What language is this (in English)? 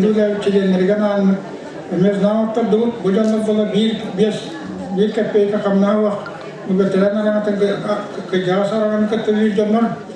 Yakut